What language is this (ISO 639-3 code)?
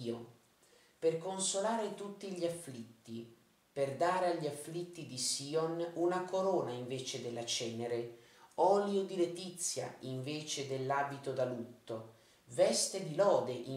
ita